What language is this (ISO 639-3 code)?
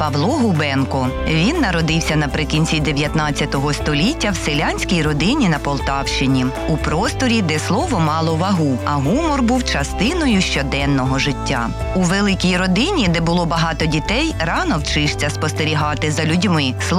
ukr